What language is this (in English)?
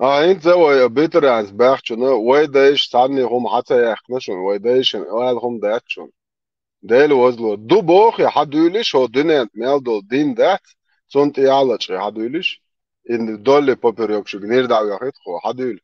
Chechen